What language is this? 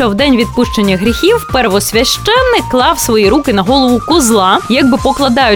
Ukrainian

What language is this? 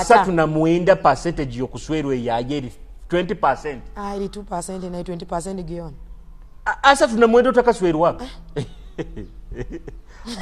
Tooro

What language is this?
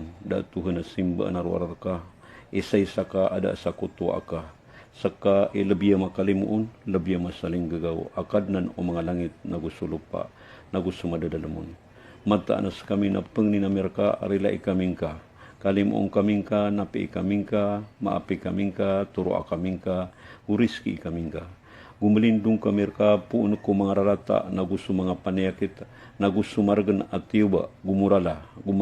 Maranao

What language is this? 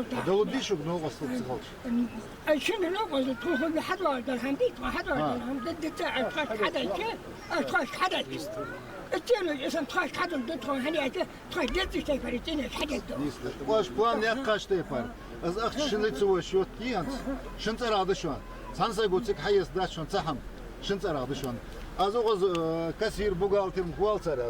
Ingush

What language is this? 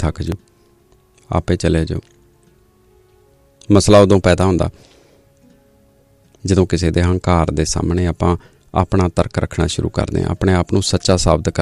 Punjabi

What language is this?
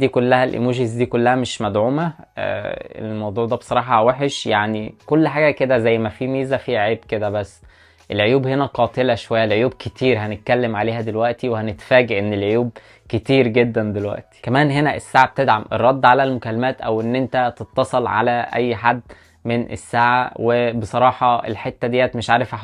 Egyptian Arabic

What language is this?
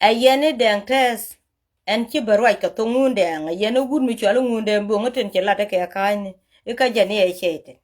Nuer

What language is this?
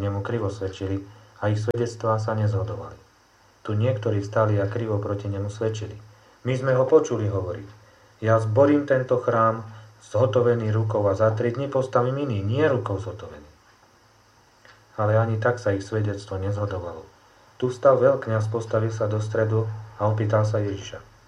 Slovak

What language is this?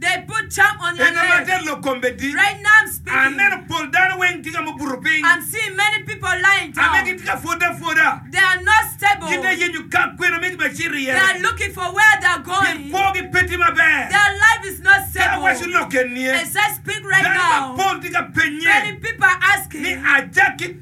Acoli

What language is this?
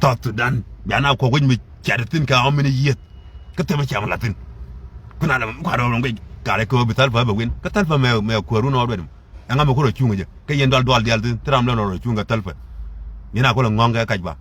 Nuer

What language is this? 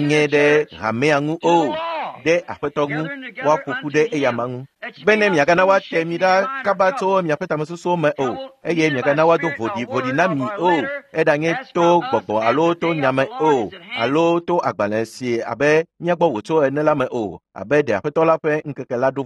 Ewe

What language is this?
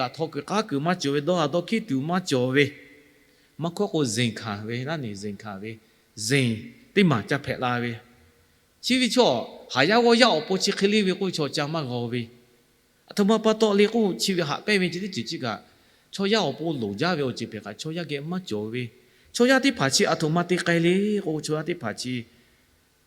Lahu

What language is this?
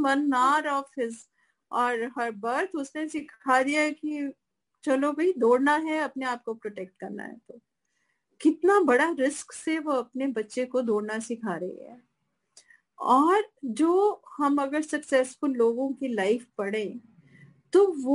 Hindi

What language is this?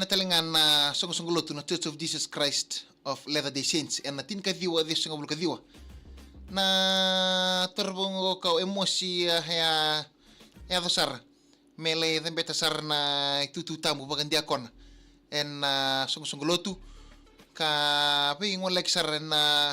Fijian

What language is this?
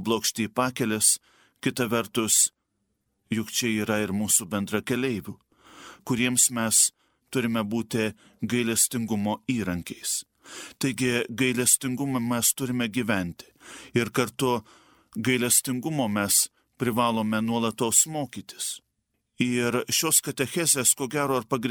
Lithuanian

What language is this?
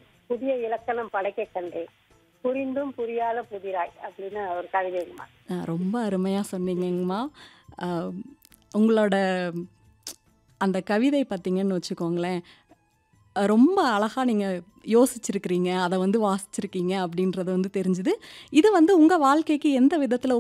Tamil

